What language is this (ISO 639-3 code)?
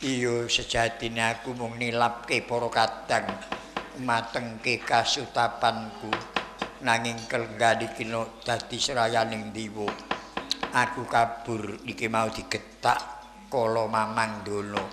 jav